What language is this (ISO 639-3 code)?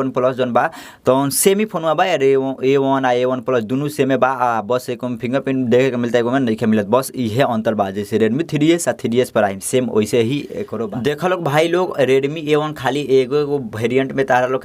bho